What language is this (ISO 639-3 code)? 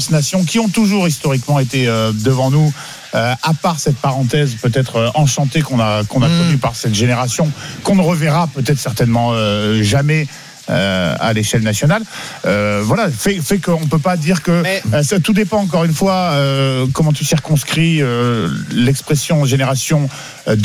fra